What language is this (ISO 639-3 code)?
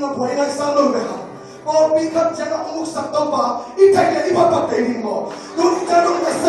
ctd